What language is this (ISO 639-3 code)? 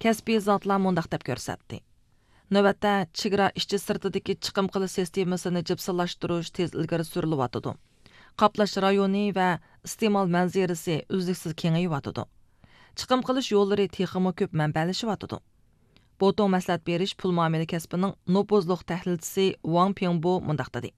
uig